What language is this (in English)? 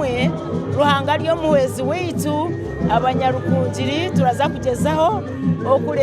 Nyankole